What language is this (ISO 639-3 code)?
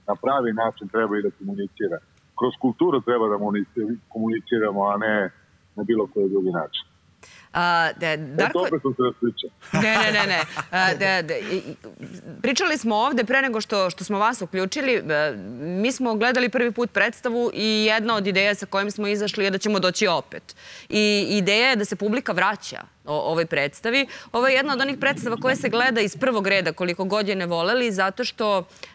srp